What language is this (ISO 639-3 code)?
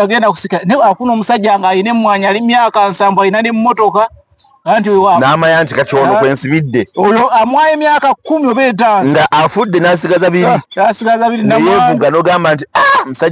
lug